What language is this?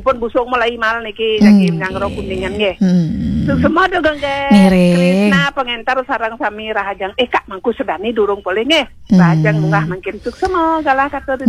Balinese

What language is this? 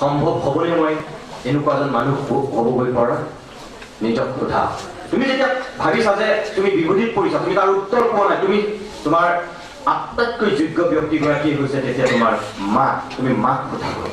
Assamese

